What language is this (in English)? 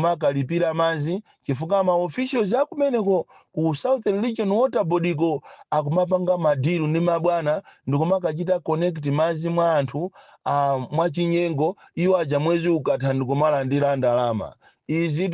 Nyanja